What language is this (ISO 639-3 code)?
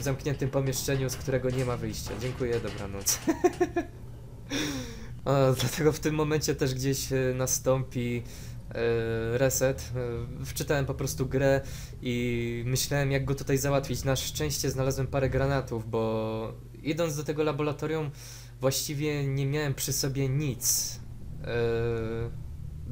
pol